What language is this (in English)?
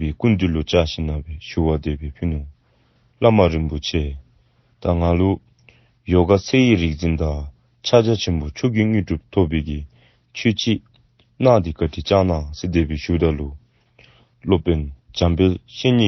Dzongkha